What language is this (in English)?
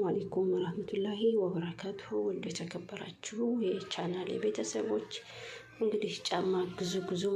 Amharic